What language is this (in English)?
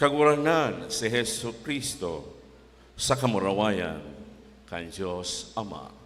Bikol